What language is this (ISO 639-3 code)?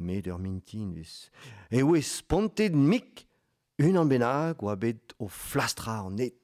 bre